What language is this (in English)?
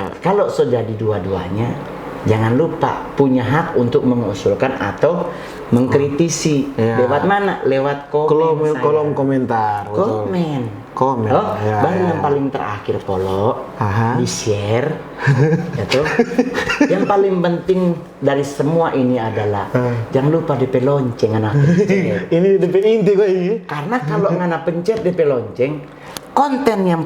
Manado Malay